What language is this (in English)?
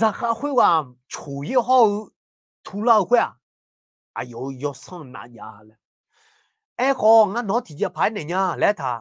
Akha